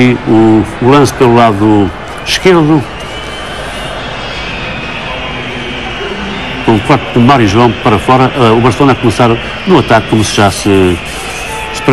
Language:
Portuguese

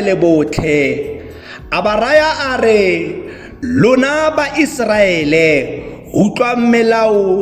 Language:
Tswana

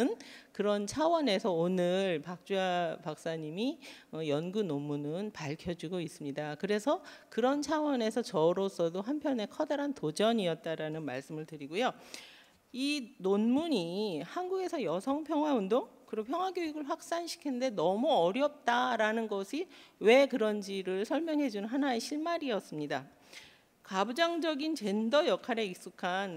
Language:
Korean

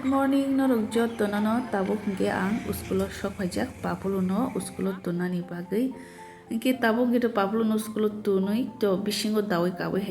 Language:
Kok Borok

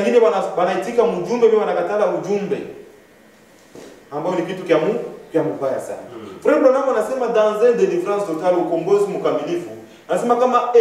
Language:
Swahili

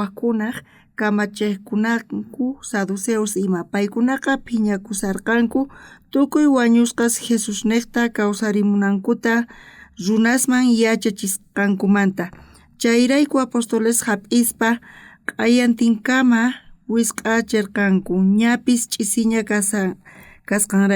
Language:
South Bolivian Quechua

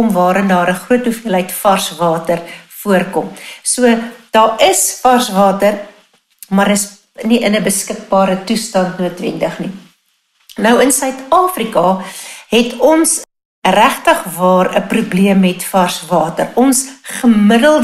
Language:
Afrikaans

